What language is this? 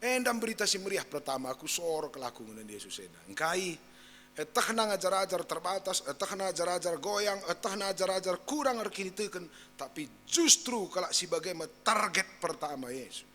Batak Karo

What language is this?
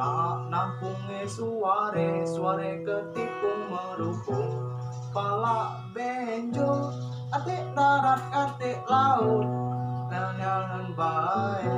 Musi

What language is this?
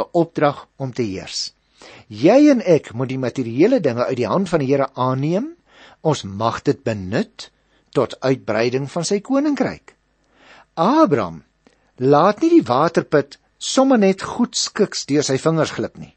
Afrikaans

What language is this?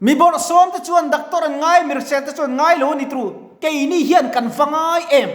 Mizo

